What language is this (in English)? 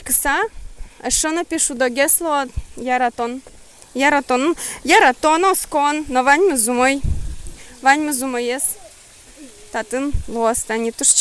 Udmurt